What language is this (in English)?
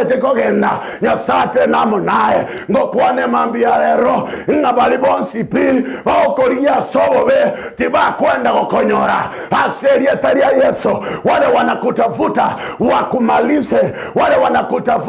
Gusii